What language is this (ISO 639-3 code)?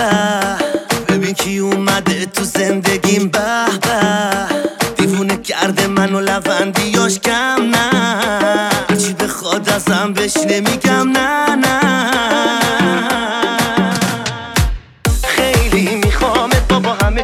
fas